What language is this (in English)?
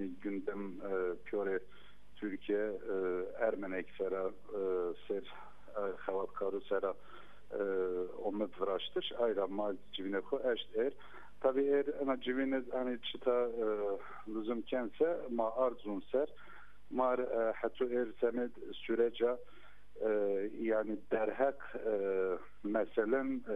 Zaza